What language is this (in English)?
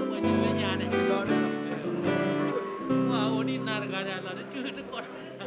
S'gaw Karen